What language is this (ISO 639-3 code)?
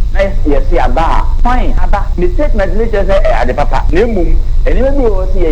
aka